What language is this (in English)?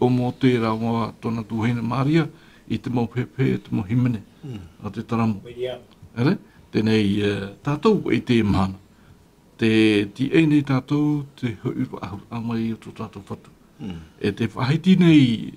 Tahitian